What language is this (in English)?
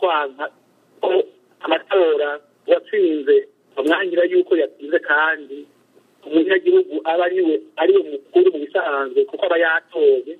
Kinyarwanda